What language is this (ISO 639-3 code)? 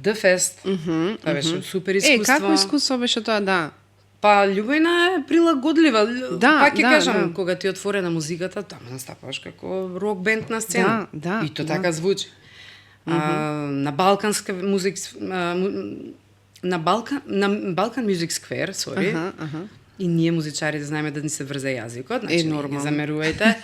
mkd